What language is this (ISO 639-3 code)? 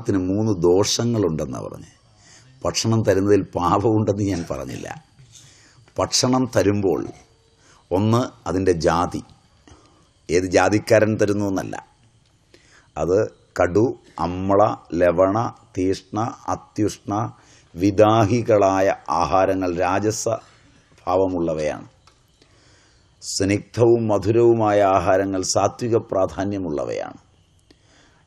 mal